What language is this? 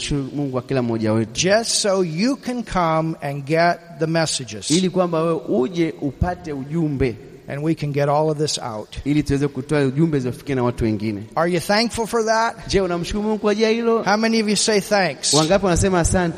Swahili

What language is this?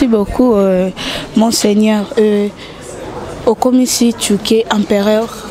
Lingala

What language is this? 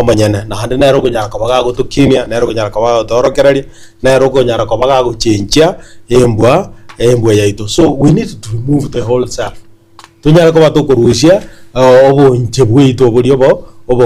Gusii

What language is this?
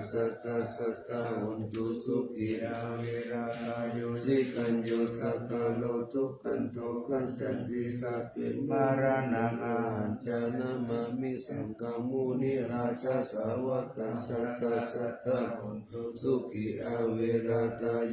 Pali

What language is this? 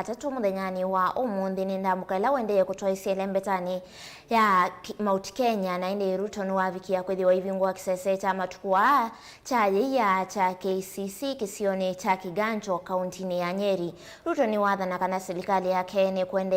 Kamba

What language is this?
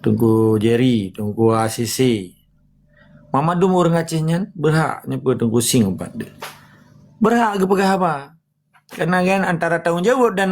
Achinese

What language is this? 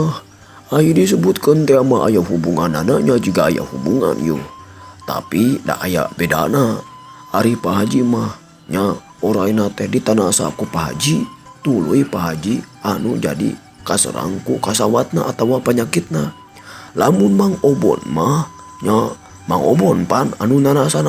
Sundanese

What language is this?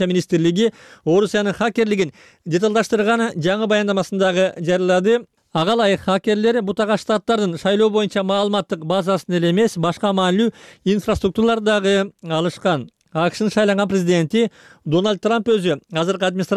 Kyrgyz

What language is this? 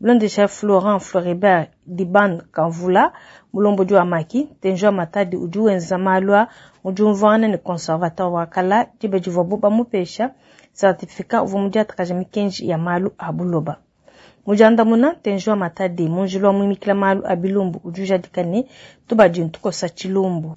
Luba-Lulua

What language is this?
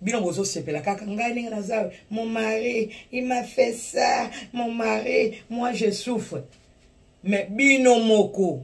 Lingala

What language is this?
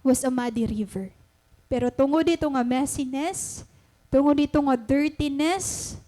Waray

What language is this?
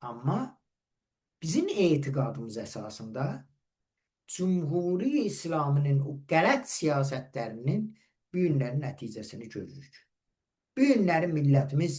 Azerbaijani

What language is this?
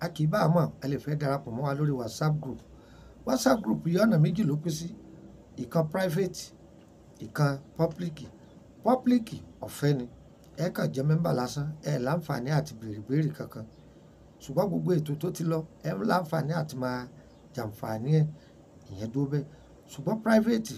Yoruba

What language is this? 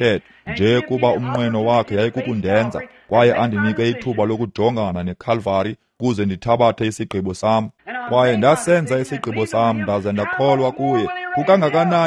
Xhosa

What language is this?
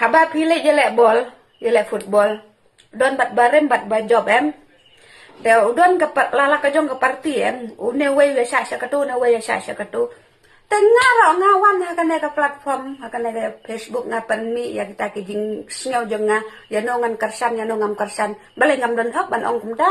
Khasi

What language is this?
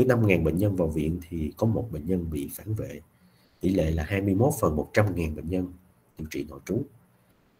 Vietnamese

